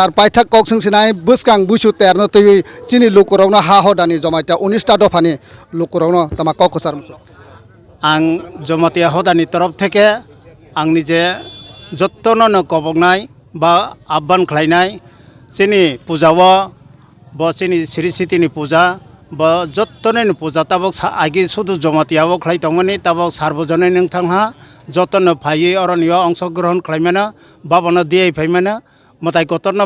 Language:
Kok Borok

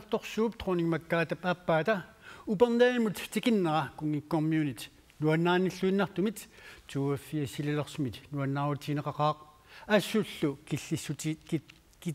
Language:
Kalaallisut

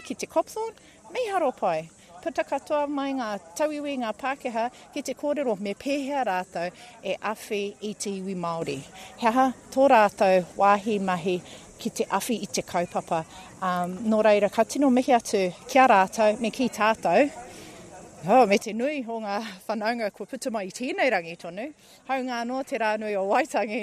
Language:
Māori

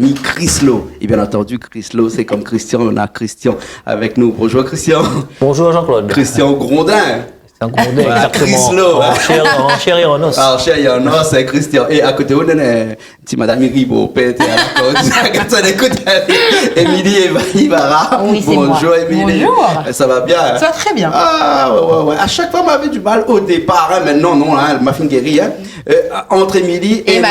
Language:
Réunion Creole French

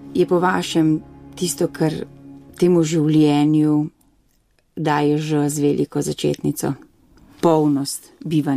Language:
Slovenian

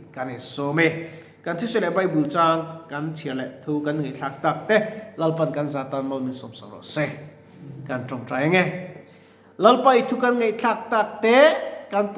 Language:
Mizo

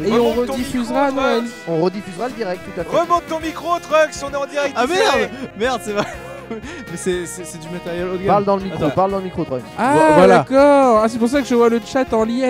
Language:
French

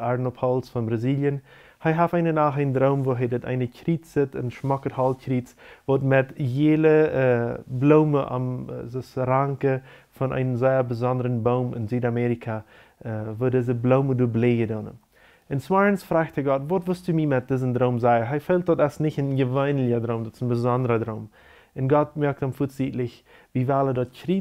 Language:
Plautdietsch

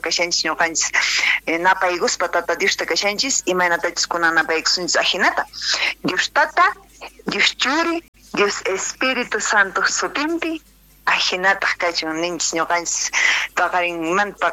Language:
Quechua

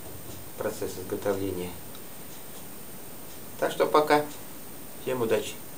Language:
Russian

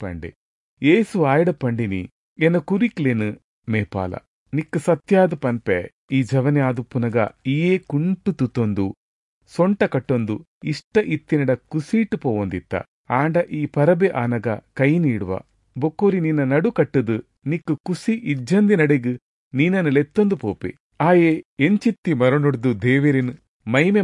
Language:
Tulu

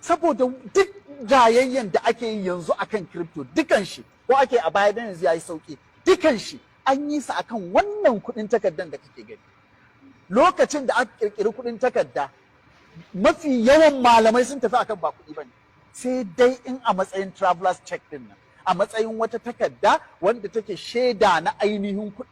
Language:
Hausa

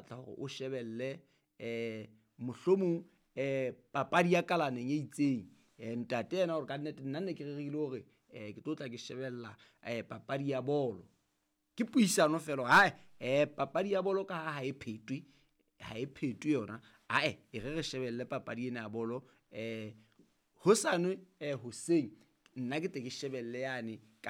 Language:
Southern Sotho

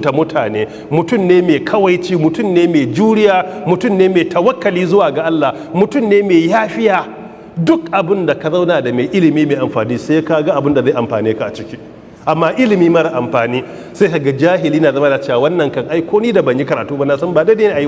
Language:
Hausa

